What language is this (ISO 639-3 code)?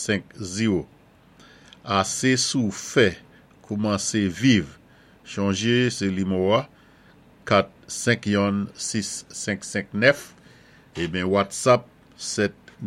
acf